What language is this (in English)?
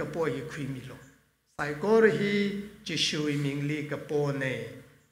Tangkhul Naga (India)